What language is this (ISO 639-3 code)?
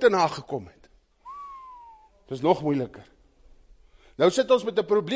afr